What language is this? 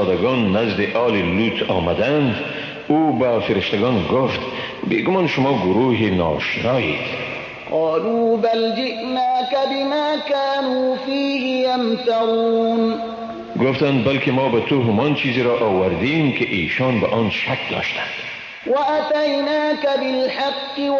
Persian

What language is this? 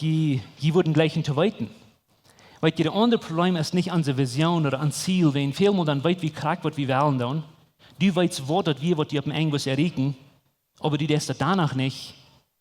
Plautdietsch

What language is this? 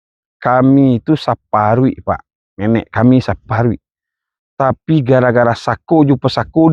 Minangkabau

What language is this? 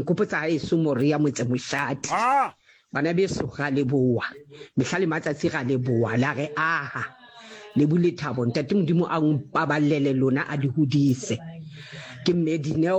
Southern Sotho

